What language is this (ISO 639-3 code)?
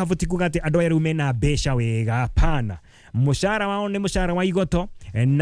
kik